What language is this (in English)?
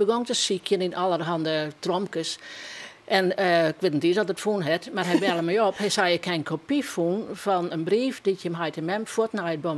Western Frisian